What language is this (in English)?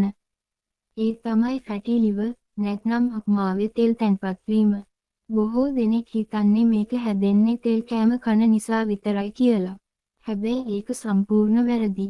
Sinhala